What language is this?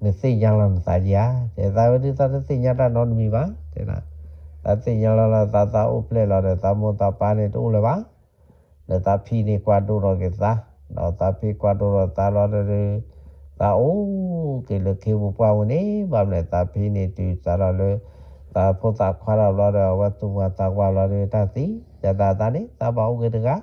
S'gaw Karen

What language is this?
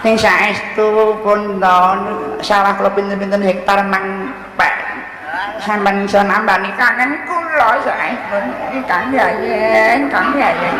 Javanese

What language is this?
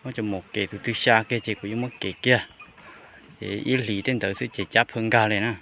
Hmong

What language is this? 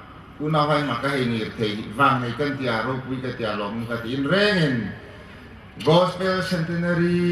Hmar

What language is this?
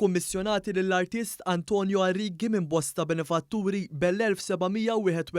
Maltese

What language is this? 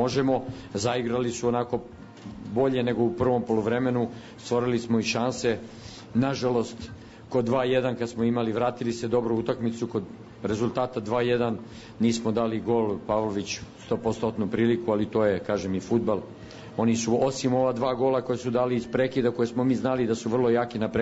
Serbian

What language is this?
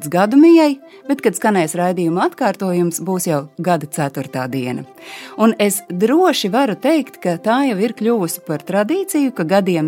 Latvian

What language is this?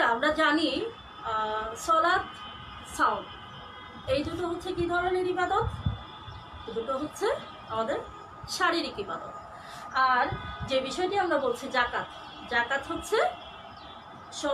Bangla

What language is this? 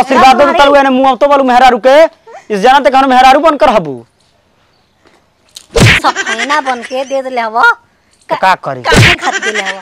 Bhojpuri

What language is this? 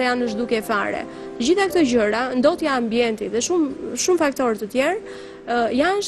Albanian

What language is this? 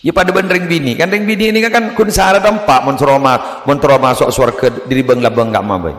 Madurese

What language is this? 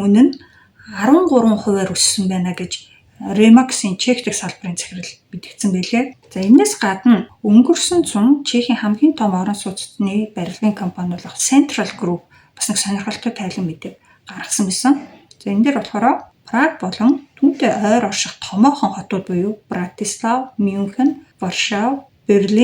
Mongolian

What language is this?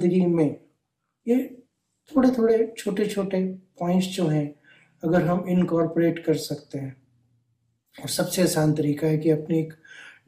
Hindi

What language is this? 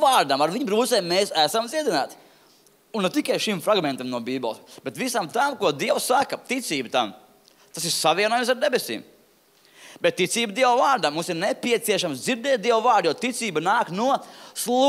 Latvian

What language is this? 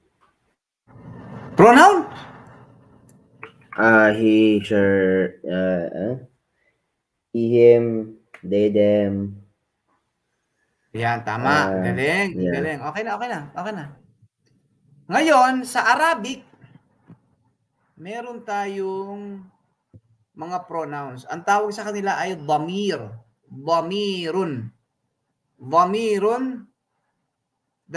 Filipino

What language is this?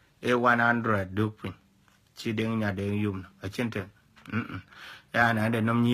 Dinka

